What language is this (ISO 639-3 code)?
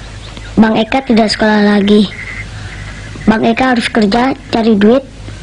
ind